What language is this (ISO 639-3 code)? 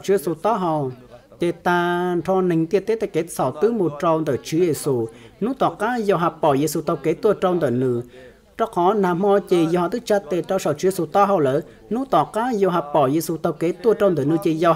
hmn